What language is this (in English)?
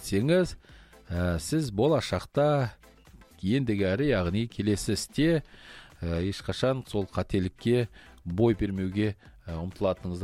Kazakh